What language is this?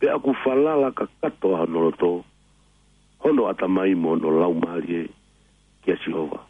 Tongan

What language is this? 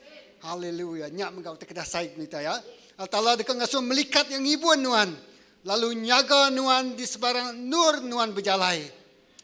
Iban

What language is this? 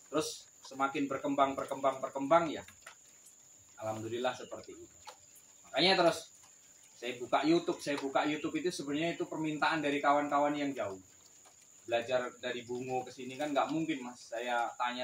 Indonesian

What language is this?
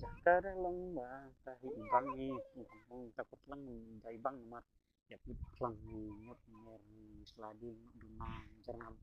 Khasi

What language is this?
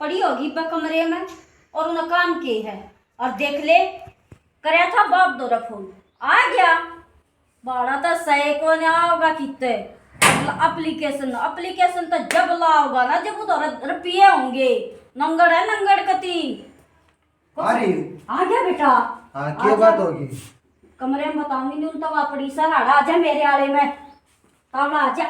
Haryanvi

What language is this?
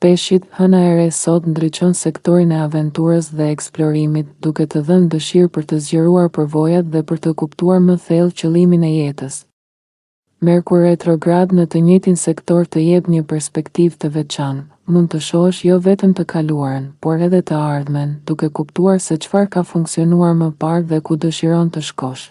Albanian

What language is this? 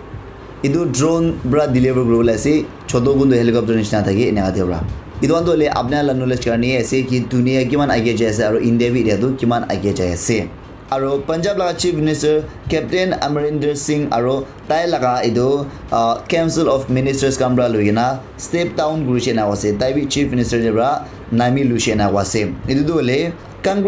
Naga Pidgin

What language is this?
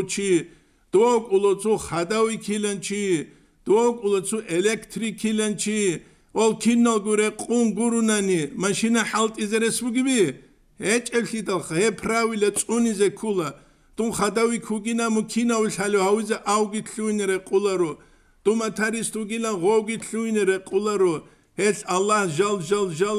Avaric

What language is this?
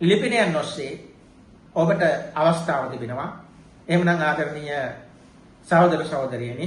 Sinhala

